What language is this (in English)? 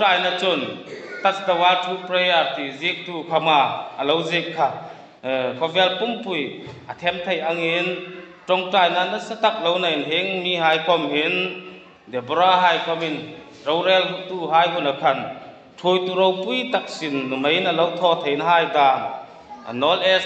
Hmar